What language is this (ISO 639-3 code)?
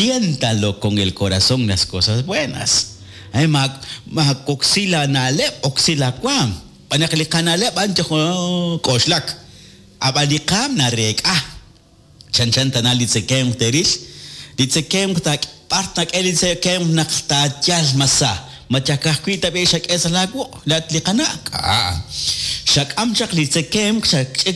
kek